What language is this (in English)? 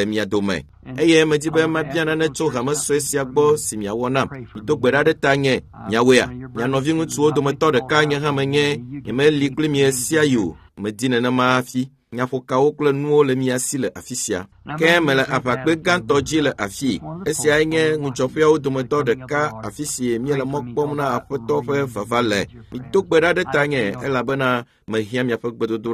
Ewe